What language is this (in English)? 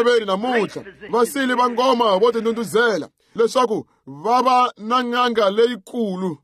Tsonga